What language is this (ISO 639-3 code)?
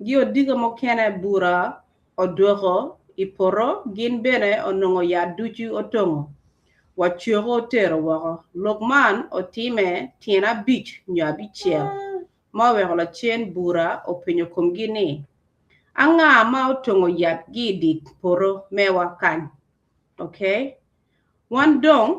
ach